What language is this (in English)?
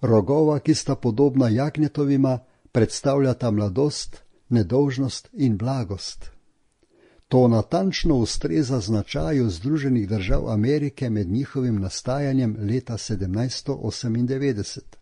Slovenian